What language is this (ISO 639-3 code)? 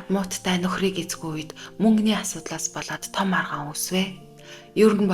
mon